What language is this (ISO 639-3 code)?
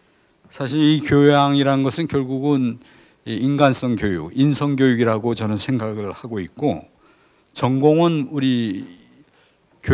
kor